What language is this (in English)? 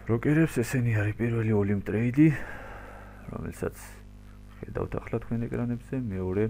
Georgian